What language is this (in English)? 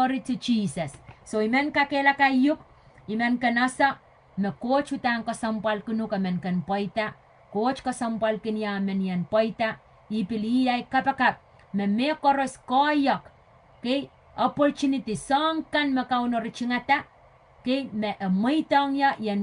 Pohnpeian